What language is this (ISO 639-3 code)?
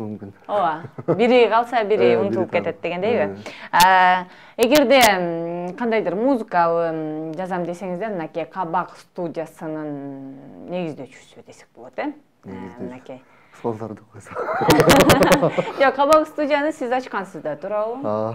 kir